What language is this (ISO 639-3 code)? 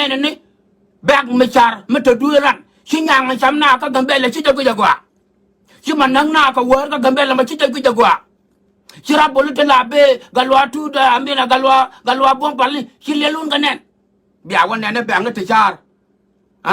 nus